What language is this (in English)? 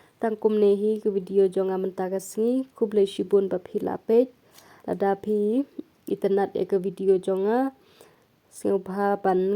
Khasi